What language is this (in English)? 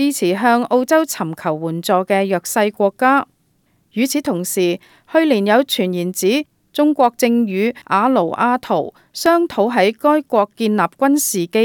Cantonese